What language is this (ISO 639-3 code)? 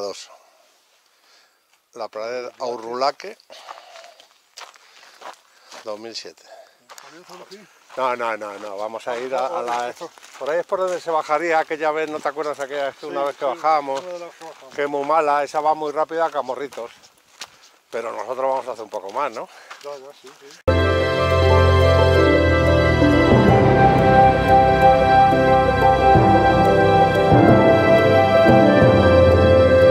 spa